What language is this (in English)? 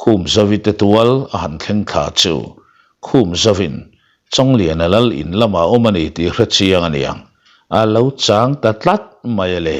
Mizo